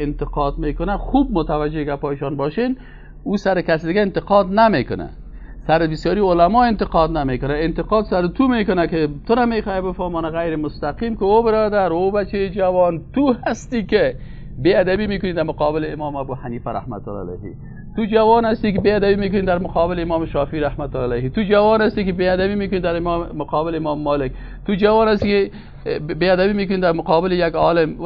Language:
Persian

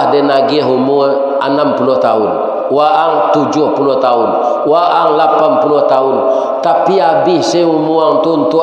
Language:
Minangkabau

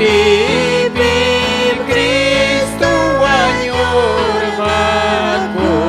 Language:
Ayacucho Quechua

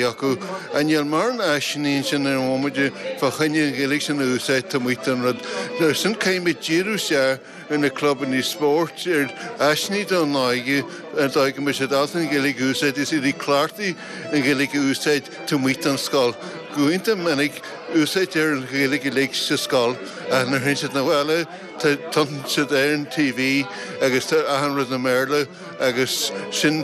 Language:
Irish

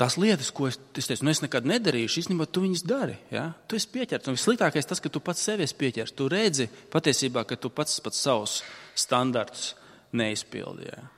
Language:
Latvian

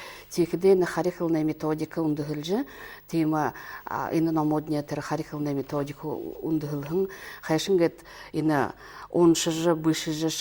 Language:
Buriat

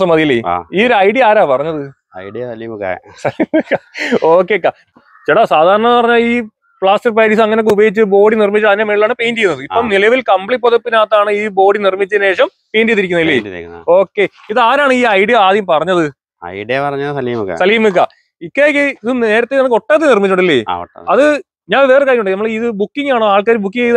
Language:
Malayalam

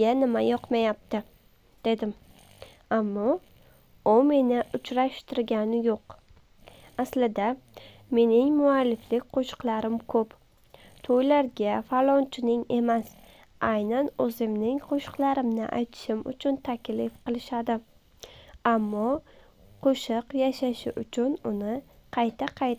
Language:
Uzbek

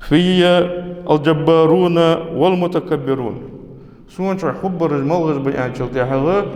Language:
Ingush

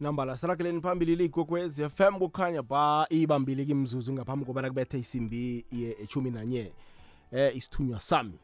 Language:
South Ndebele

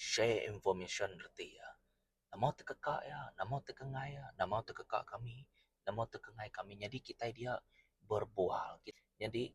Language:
Iban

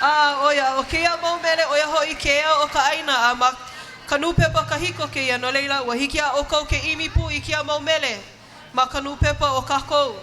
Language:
Hawaiian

